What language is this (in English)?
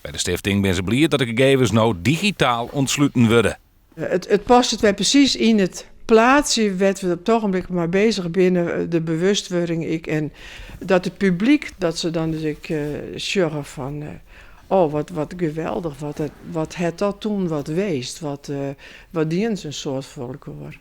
Western Frisian